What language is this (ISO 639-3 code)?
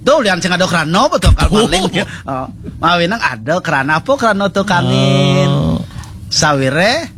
ban